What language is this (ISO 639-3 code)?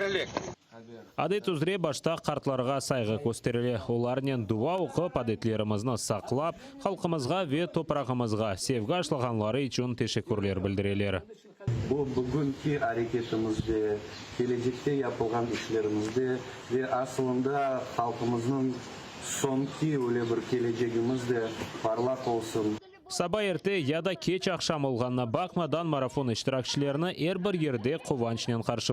crh